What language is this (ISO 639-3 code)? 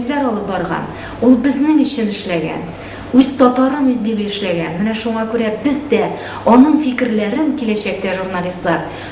tat